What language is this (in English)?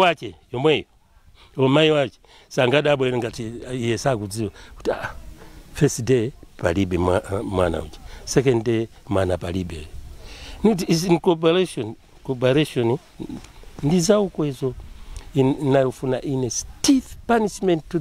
Nyanja